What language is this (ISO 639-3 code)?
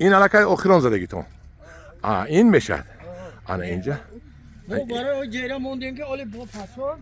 tgk